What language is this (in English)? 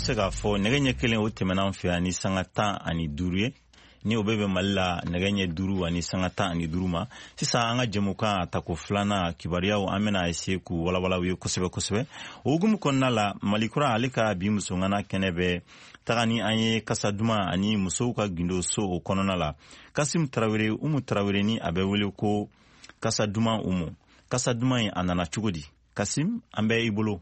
Bambara